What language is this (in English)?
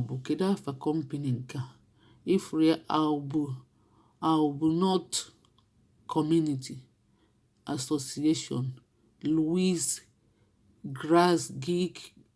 Igbo